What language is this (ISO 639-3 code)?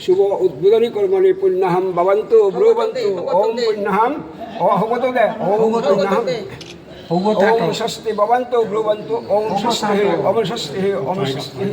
bpy